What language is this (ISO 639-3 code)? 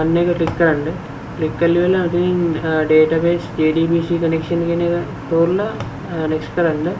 sin